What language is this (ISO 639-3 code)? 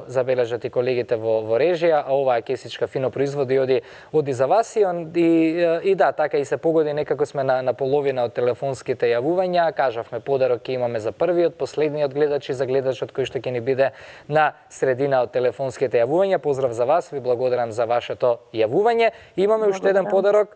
mkd